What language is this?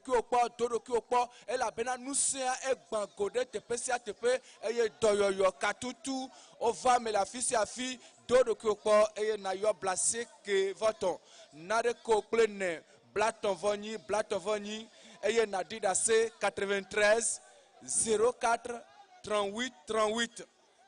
Ewe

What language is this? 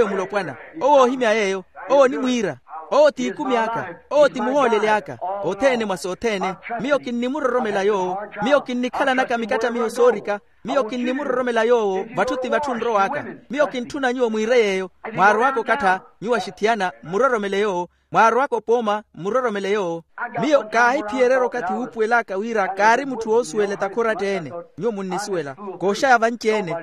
Makhuwa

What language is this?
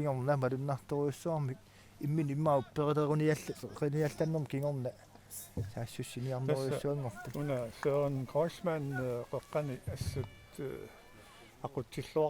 Kalaallisut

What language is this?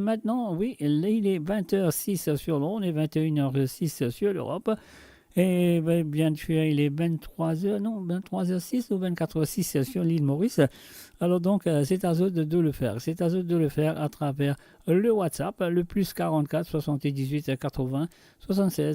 Morisyen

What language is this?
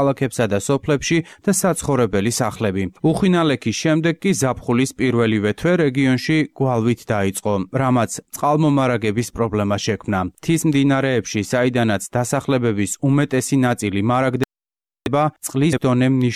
Georgian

